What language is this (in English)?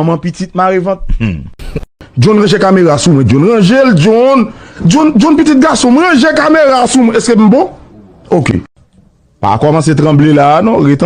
Haitian Creole